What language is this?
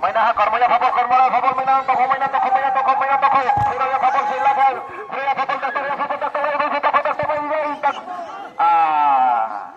Riang (India)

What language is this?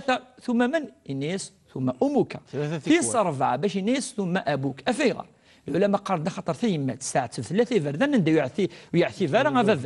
Kabyle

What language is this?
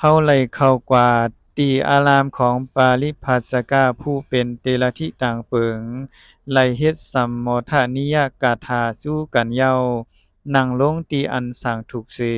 Shan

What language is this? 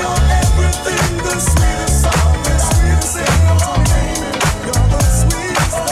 English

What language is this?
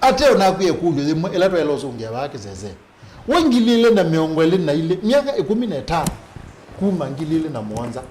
Kamba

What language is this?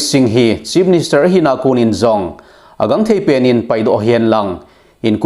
Thado Chin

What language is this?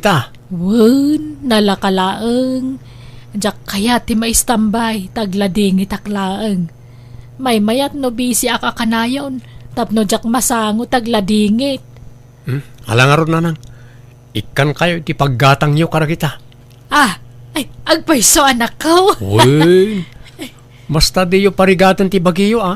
Iloko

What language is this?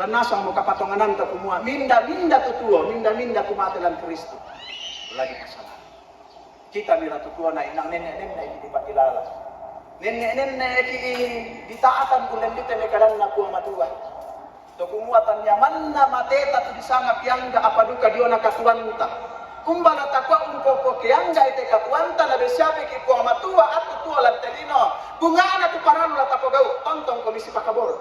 Toraja-Sa'dan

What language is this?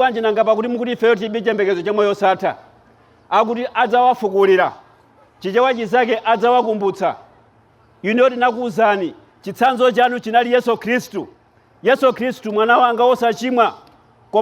Nyanja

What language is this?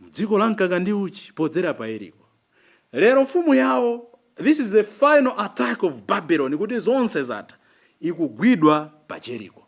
Nyanja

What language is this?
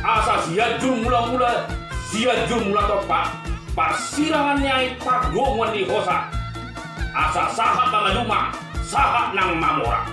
Batak Toba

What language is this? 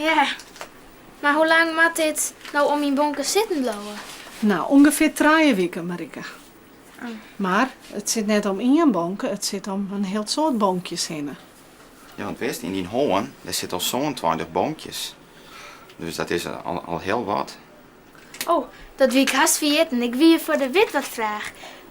Western Frisian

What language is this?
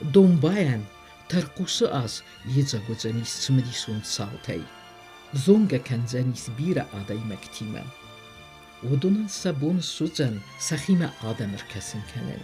Ossetic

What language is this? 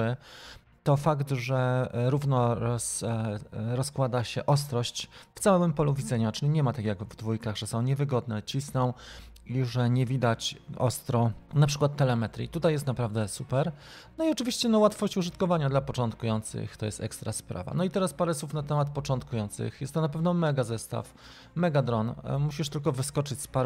Polish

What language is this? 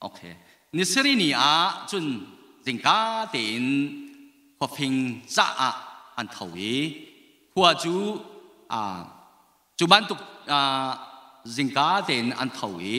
Hakha Chin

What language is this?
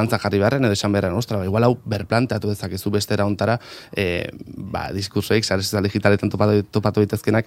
Basque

